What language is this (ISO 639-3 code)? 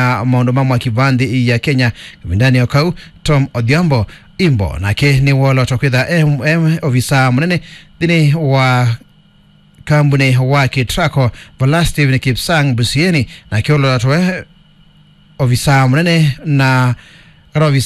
kam